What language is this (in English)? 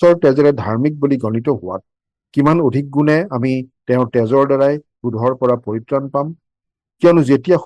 Assamese